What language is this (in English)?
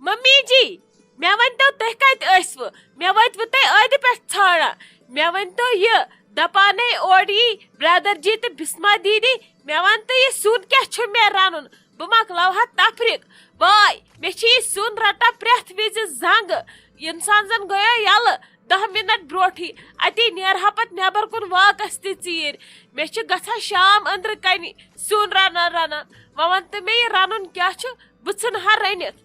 Kashmiri